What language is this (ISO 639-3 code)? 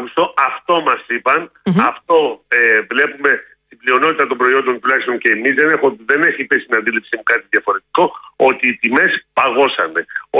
ell